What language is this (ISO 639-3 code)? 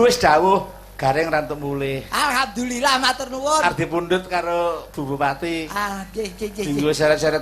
jav